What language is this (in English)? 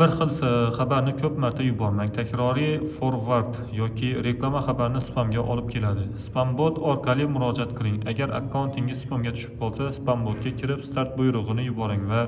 Uzbek